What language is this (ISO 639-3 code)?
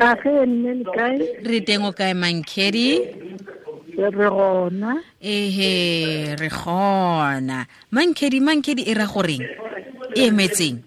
tsn